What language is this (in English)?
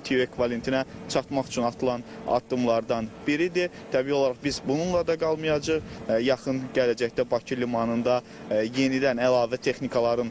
Azerbaijani